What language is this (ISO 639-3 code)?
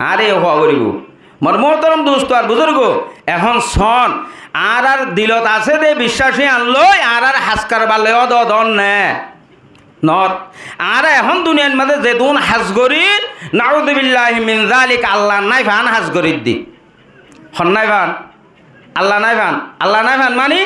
rhg